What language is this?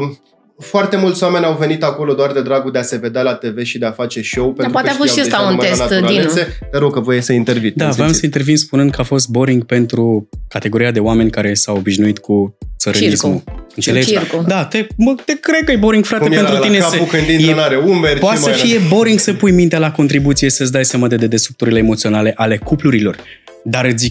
Romanian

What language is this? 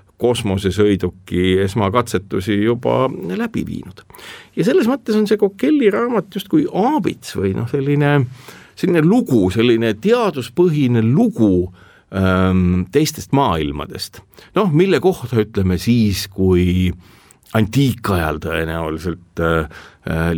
Estonian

